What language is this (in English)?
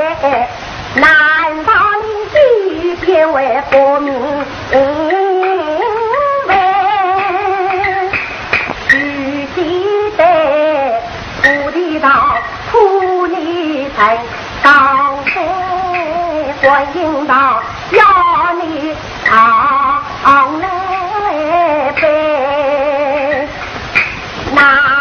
Chinese